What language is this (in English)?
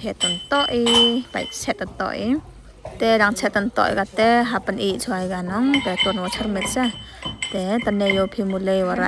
Khasi